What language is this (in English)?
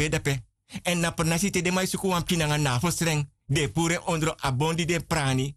Sranan Tongo